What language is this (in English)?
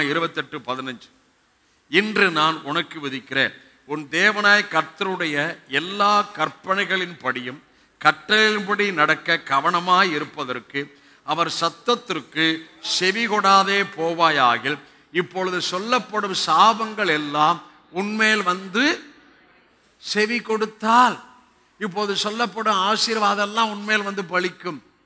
Tamil